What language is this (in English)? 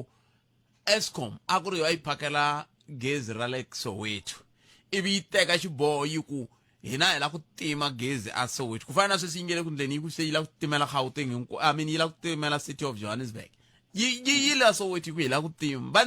Tsonga